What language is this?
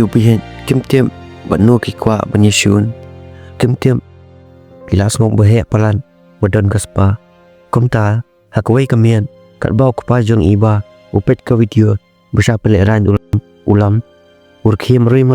Khasi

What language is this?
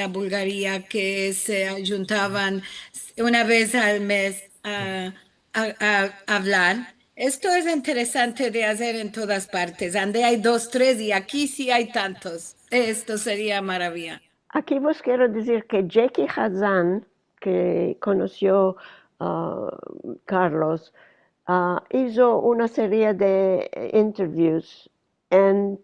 Ladino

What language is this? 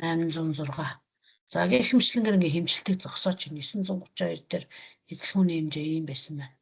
Mongolian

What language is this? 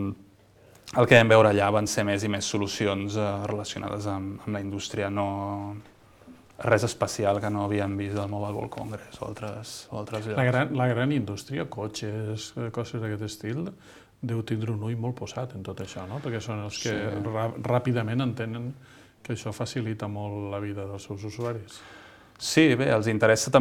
Catalan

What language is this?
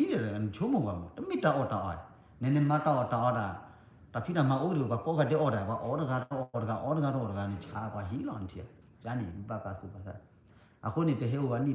S'gaw Karen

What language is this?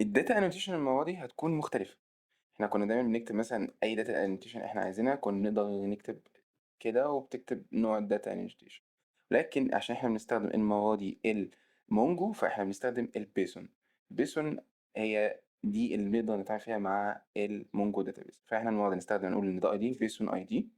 Egyptian Arabic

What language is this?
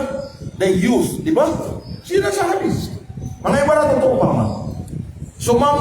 Maranao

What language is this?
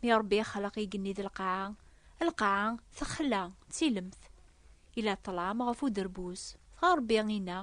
Kabyle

